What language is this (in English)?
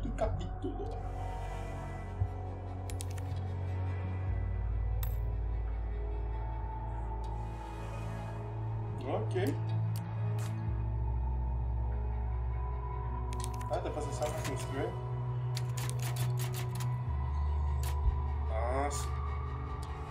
Portuguese